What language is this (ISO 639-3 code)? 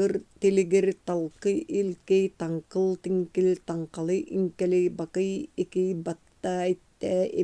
sah